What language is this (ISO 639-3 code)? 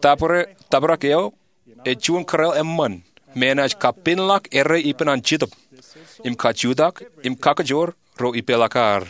mah